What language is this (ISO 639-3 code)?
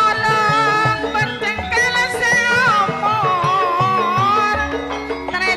mad